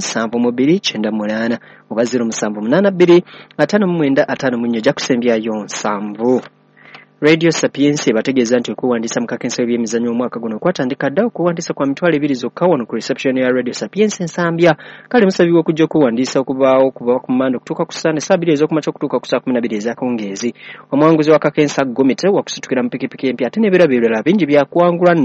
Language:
Ganda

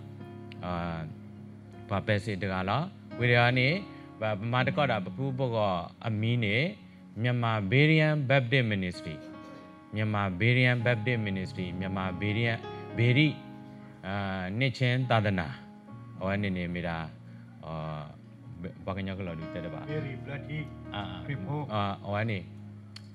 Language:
Burmese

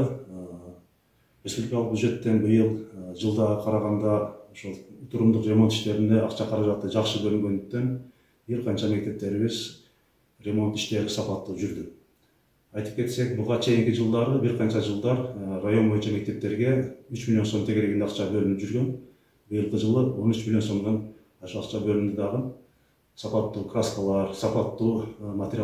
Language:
Kyrgyz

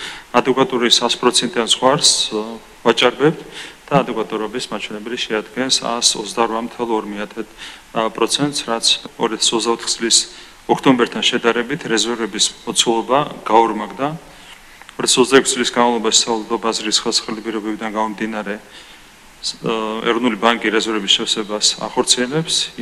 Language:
Georgian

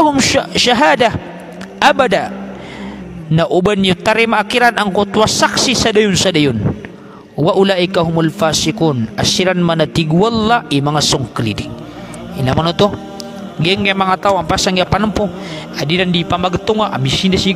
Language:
Maranao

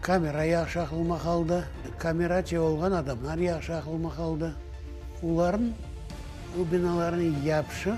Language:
Crimean Tatar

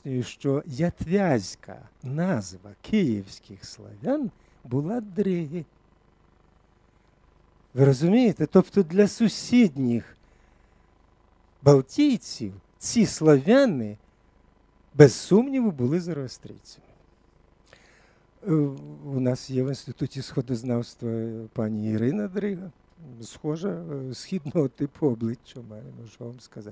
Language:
Ukrainian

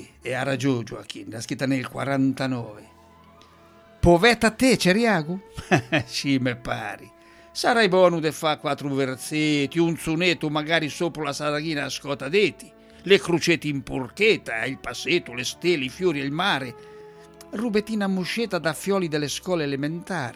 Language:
Italian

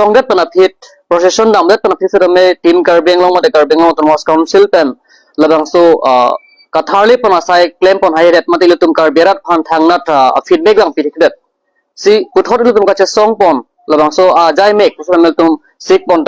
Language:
Karbi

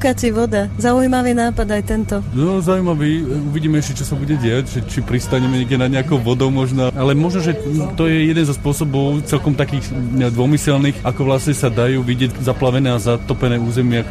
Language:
Slovak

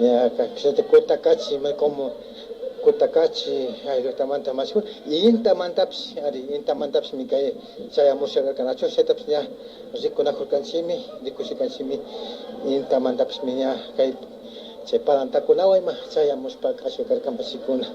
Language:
Imbabura Highland Quichua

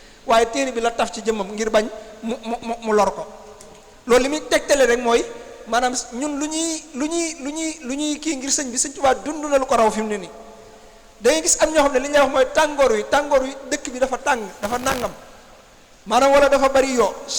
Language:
Wolof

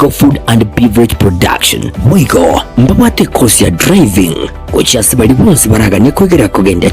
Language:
Gusii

